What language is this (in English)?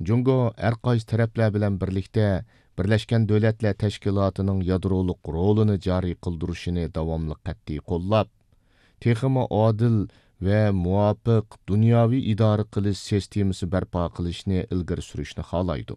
Uyghur